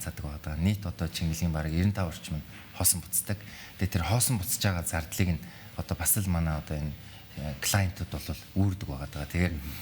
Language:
Mongolian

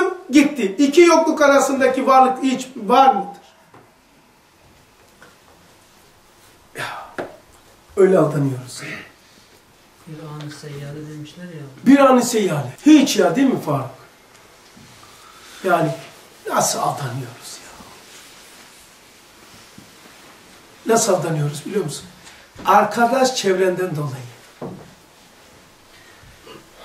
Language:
Turkish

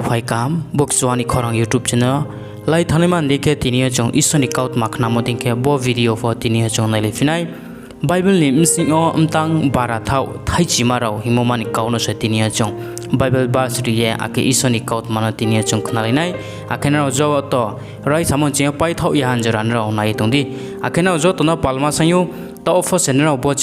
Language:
Riang (India)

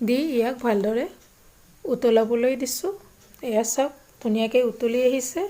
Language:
Assamese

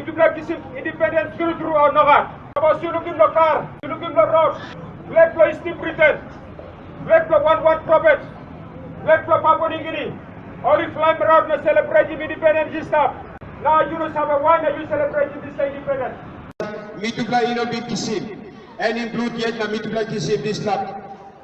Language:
Tok Pisin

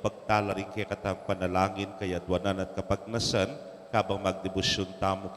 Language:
Pampanga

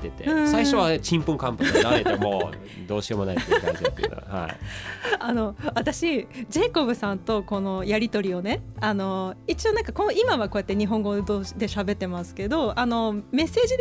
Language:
Japanese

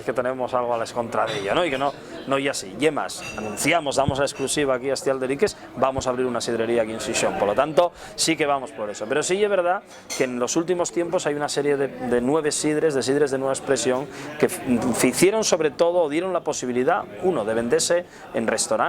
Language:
Asturian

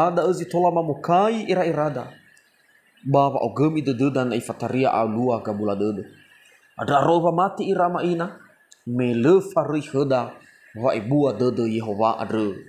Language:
Nias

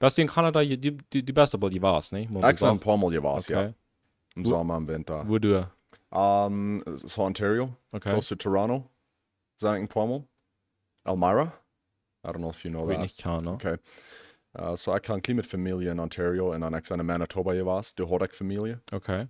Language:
Plautdietsch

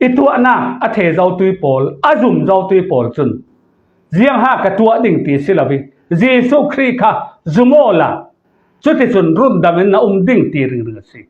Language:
Falam Chin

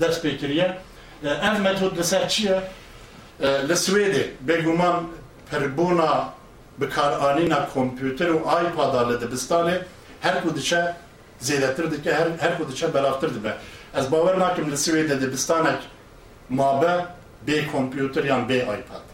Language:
Kurdish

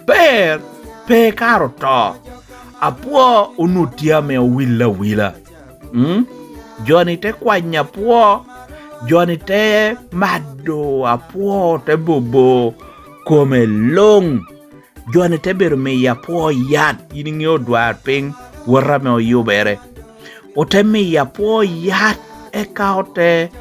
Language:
Lango (Uganda)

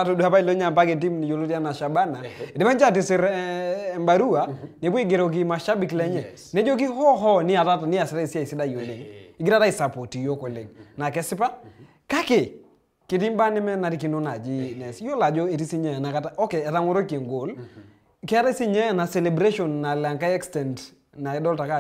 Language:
Masai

